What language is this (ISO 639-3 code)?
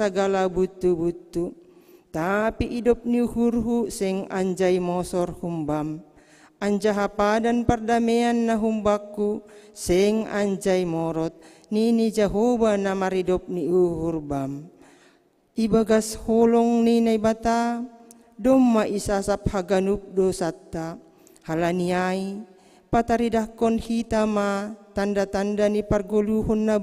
bts